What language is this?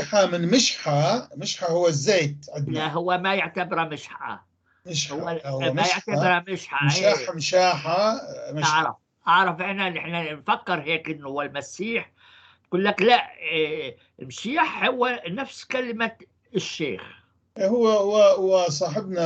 North Levantine Arabic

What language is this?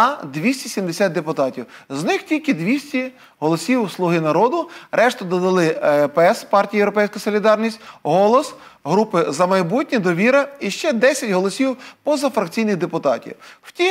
Ukrainian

